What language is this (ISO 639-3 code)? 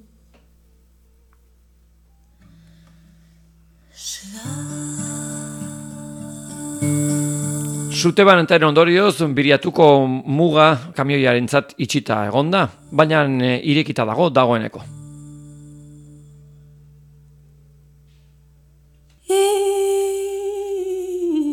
eus